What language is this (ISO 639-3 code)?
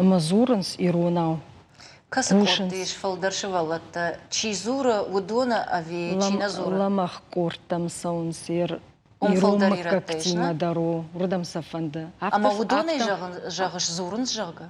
oss